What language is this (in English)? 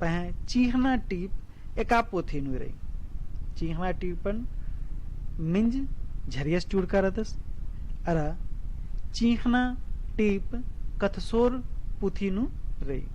Kurukh